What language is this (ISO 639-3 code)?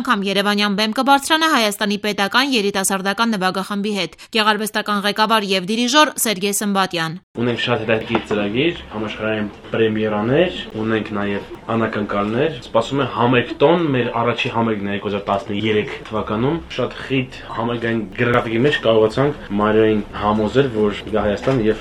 hye